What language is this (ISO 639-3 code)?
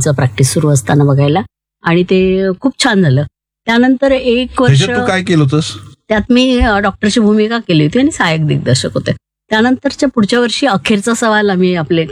mar